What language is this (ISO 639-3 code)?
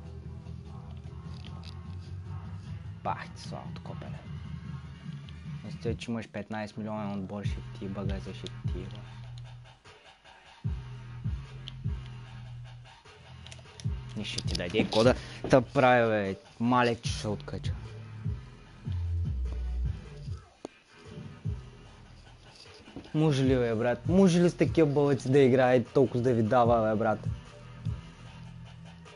bul